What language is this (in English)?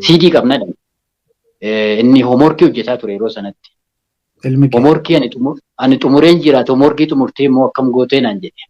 Oromo